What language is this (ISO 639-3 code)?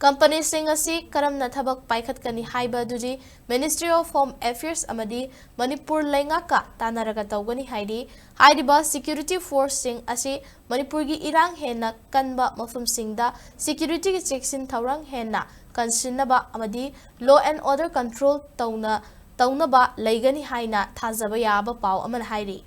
mni